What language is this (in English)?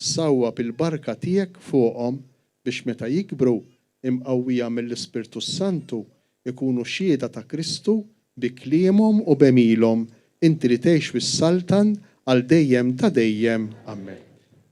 Maltese